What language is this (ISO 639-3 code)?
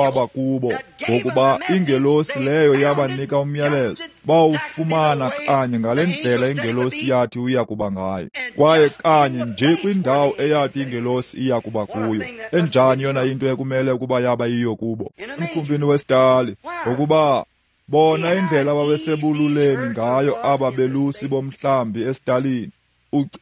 xho